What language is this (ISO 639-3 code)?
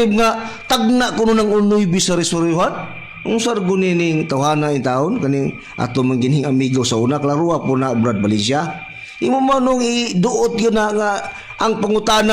ceb